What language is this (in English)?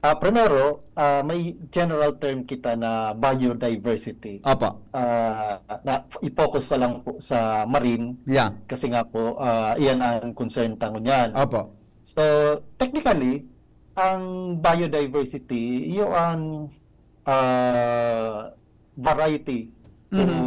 Bikol